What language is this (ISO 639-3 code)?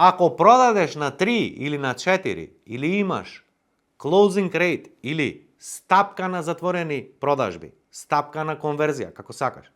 mkd